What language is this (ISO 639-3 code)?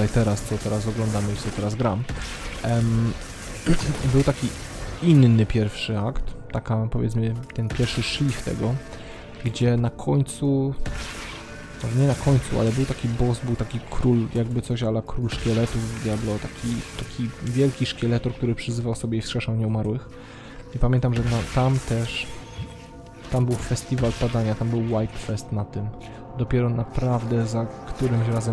pol